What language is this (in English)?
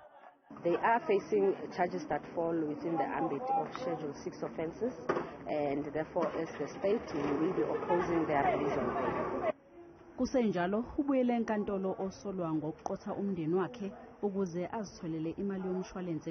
Zulu